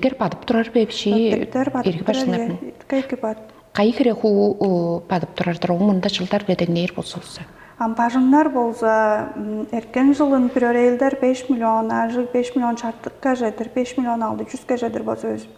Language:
Tuvinian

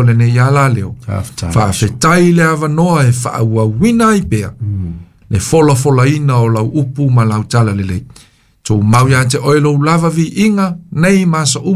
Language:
Samoan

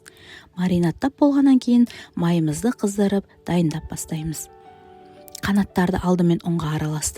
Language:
Kazakh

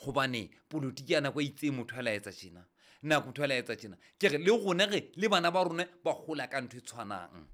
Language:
Southern Sotho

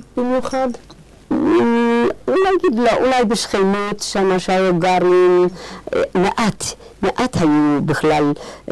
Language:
Hebrew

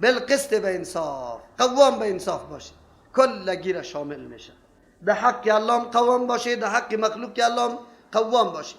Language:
Persian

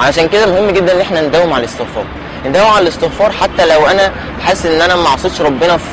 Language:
Egyptian Arabic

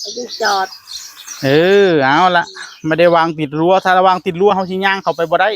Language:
Northeastern Thai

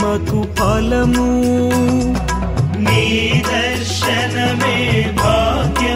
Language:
Telugu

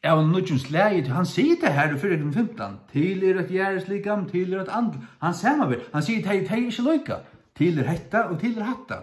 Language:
Faroese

